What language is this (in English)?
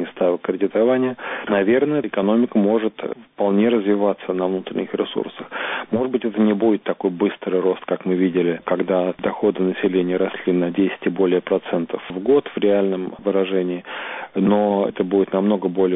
Russian